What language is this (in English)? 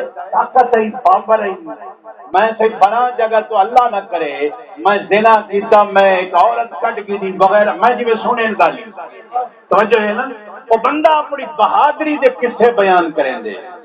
Saraiki